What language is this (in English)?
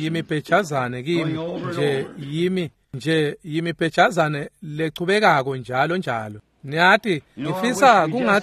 Swati